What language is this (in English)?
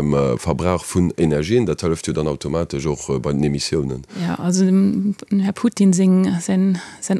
Luxembourgish